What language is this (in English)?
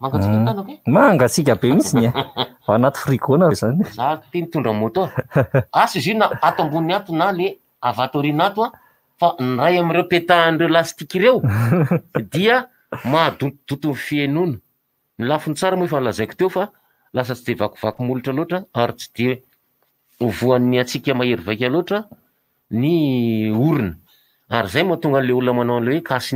Malagasy